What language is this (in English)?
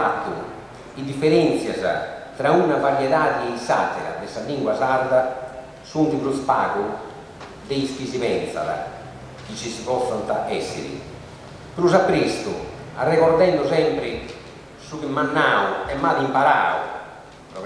Sardinian